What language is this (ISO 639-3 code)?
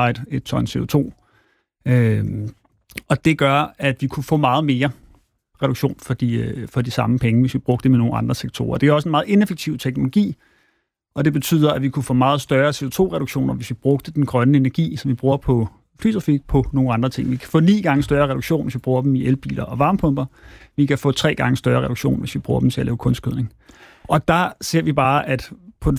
dan